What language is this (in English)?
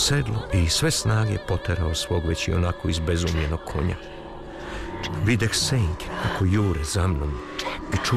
Serbian